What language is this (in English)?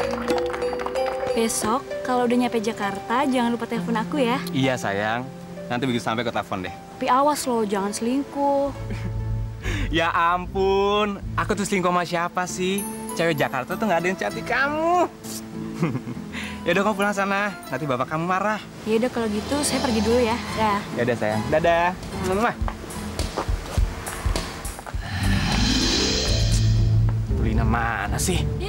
Indonesian